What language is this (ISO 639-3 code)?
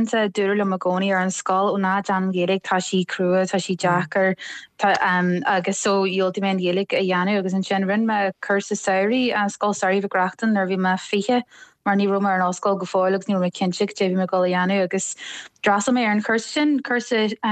gle